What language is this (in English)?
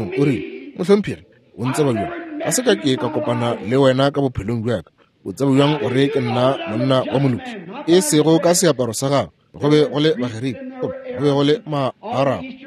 Northern Sotho